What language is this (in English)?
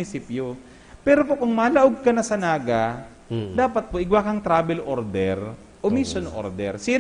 Bikol